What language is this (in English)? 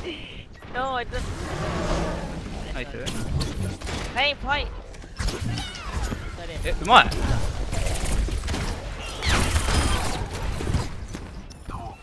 Japanese